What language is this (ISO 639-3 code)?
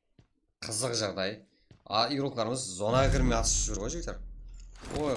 kaa